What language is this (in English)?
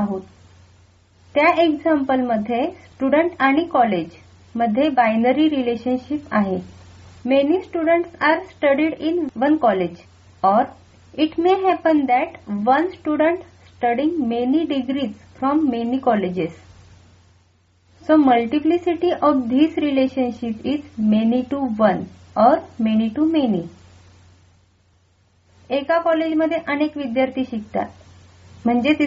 Marathi